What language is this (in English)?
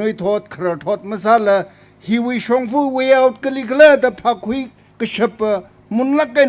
Tangkhul Naga (India)